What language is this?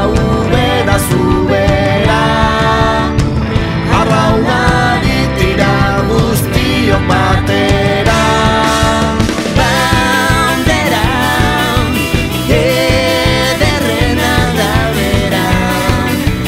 Basque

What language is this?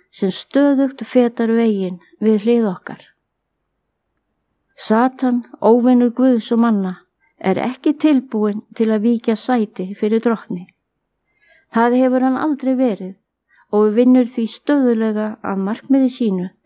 Icelandic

